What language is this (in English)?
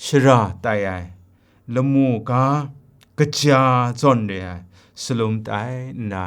Kachin